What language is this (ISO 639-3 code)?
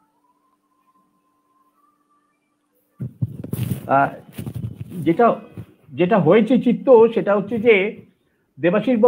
ben